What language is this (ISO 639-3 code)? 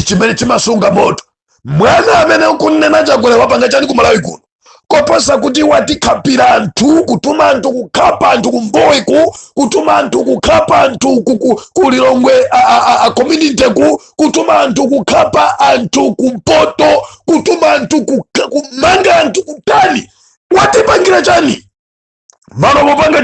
nya